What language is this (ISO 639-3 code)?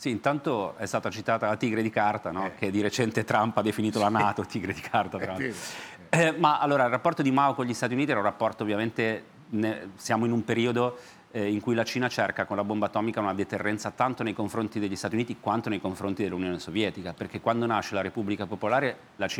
ita